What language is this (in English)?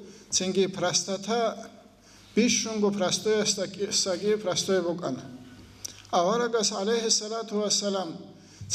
Avaric